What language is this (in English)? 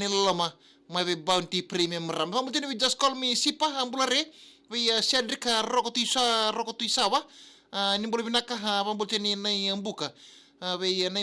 Fijian